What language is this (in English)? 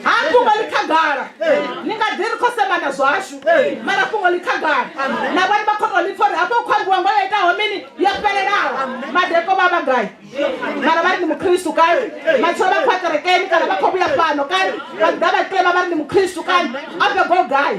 Venda